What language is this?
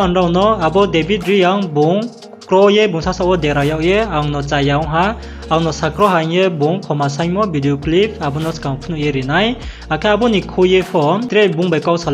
Riang (India)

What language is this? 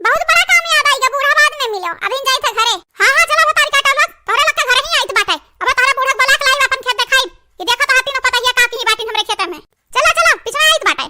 Awadhi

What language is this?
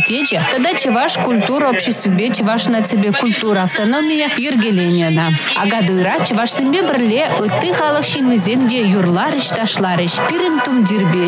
Chuvash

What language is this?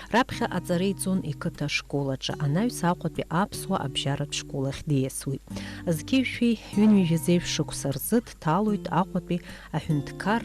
Abkhazian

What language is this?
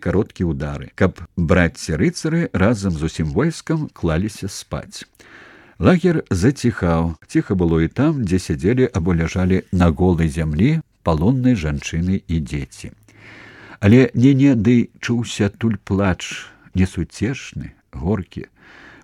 Belarusian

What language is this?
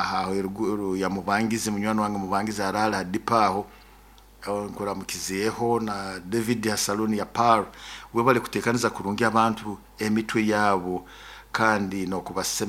Nyoro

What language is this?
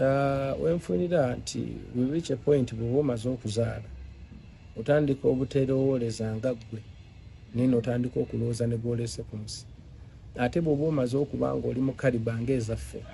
Ganda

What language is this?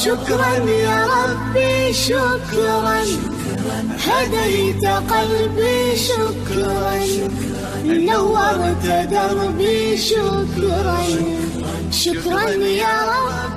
Kumyk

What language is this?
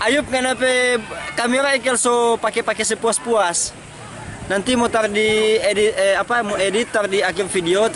Manado Malay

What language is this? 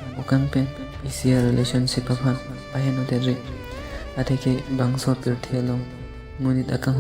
Karbi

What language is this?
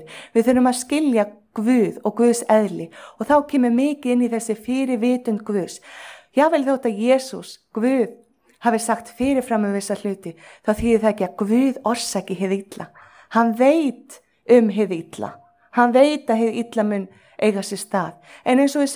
Icelandic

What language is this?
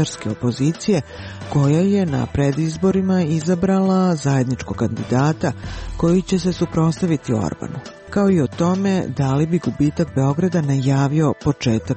Serbian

